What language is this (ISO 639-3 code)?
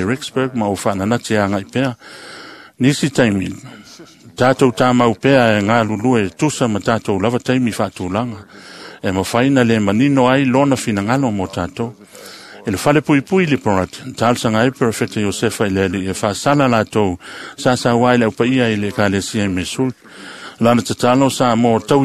smo